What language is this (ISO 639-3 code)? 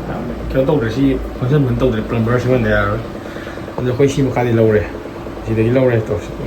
mni